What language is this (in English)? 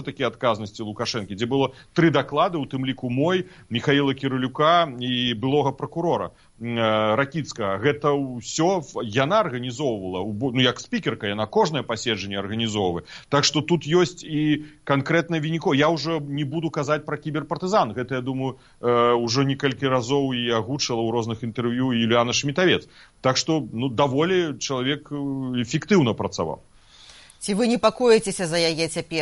Belarusian